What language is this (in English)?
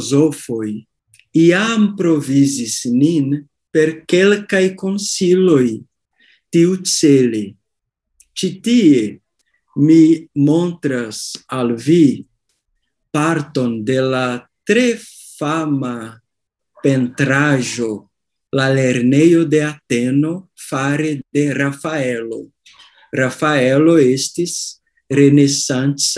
Esperanto